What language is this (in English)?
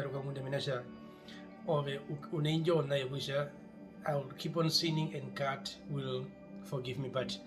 Herero